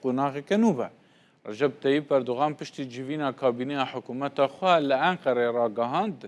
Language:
Kurdish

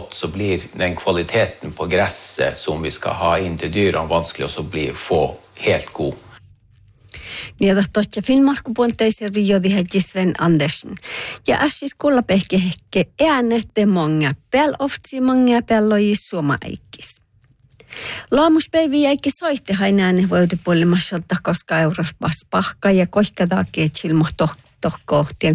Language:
Northern Sami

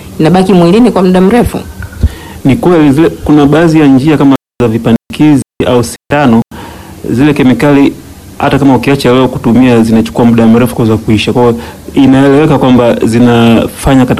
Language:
Swahili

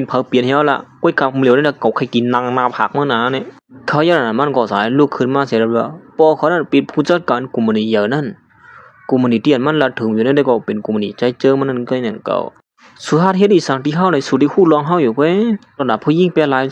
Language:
Shan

